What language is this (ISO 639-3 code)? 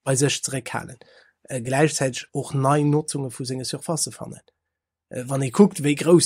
ltz